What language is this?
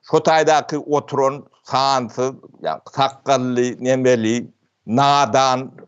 Turkmen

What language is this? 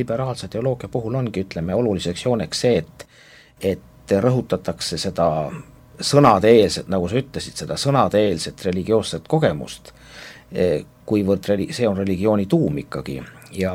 Estonian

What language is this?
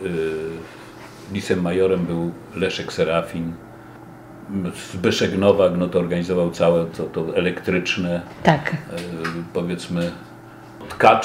Polish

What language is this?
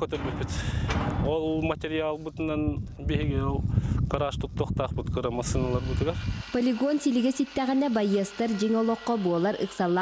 Yakut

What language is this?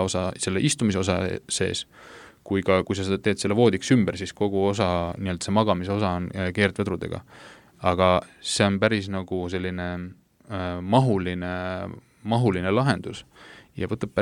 Estonian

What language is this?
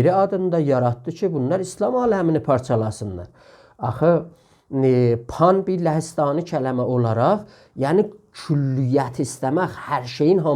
South Azerbaijani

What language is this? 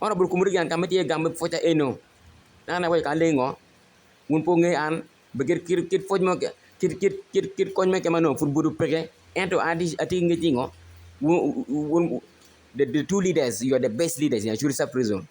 Acoli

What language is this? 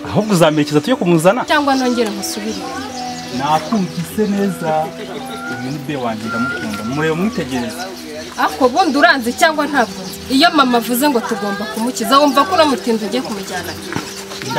Kinyarwanda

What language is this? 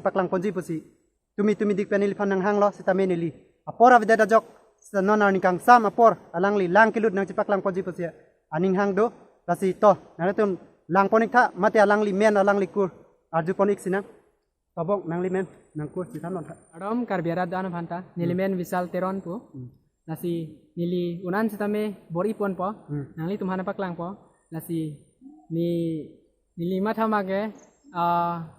Karbi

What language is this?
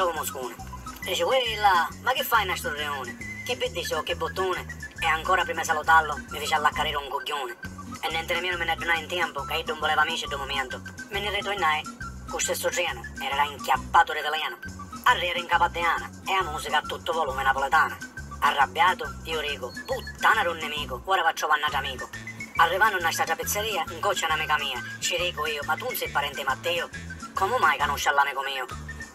Sicilian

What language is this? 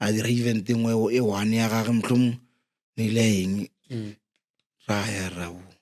Northern Sotho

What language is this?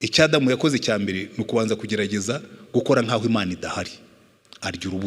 Kinyarwanda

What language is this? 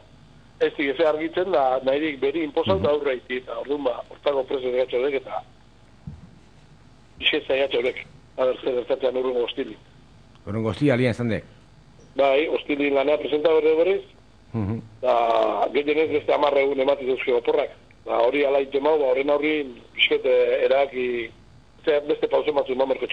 Basque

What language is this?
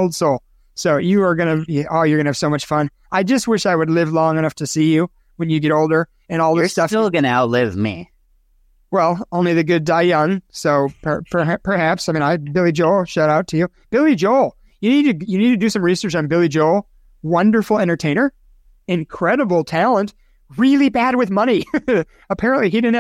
English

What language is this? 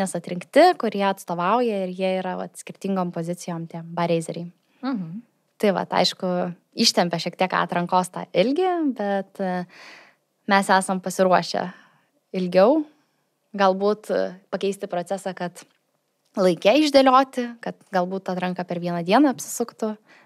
Lithuanian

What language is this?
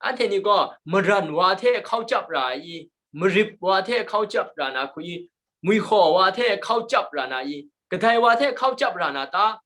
Kachin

